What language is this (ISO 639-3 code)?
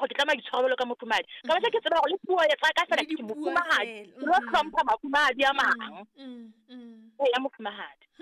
sot